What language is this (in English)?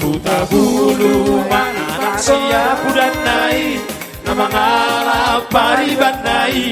Batak Toba